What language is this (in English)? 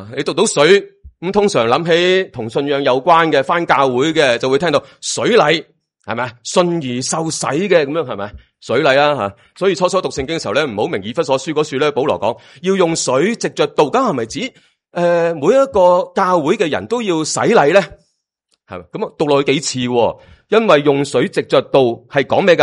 Cantonese